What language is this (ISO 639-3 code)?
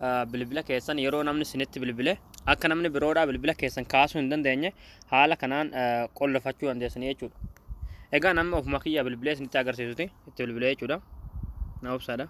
orm